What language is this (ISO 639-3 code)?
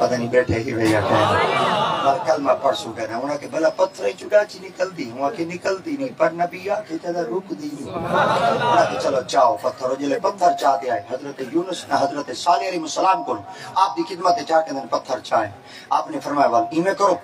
skr